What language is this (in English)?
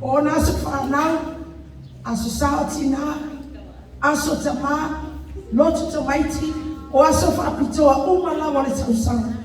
Samoan